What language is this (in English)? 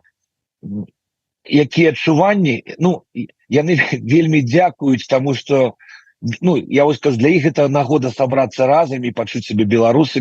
Belarusian